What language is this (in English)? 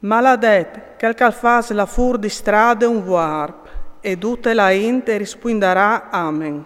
Friulian